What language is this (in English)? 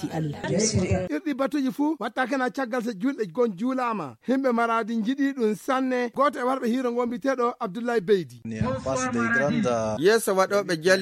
Fula